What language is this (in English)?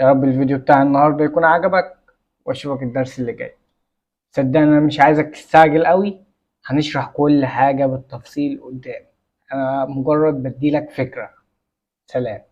Egyptian Arabic